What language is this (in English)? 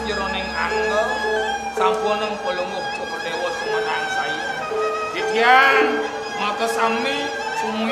Balinese